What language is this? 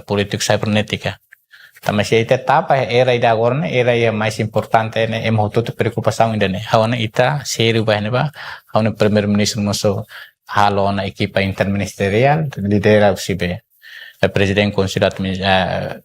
Tetum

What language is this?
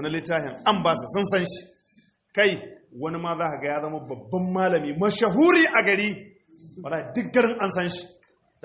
Hausa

